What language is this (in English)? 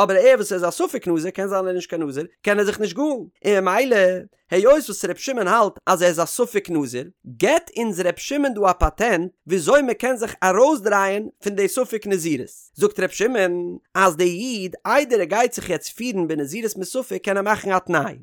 Yiddish